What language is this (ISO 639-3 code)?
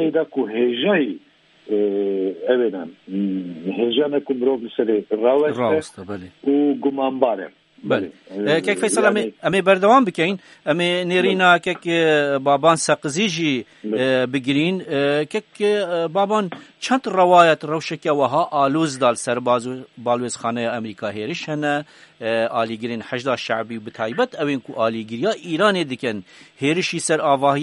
kur